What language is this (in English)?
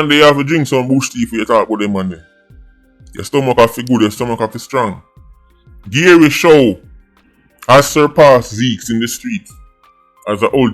Jamaican Creole English